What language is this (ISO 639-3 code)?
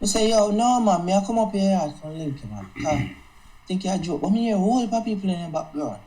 jam